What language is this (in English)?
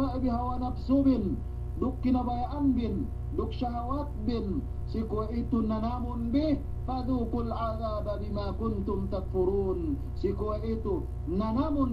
Yakan